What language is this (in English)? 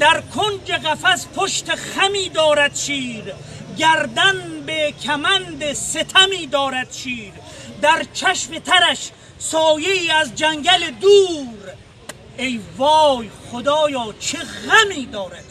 Gilaki